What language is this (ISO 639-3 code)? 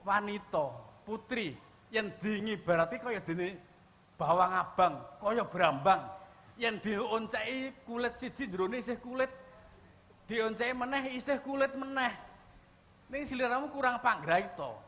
jav